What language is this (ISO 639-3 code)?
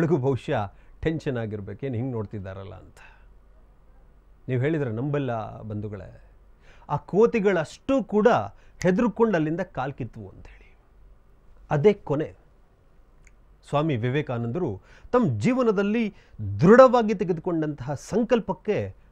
kan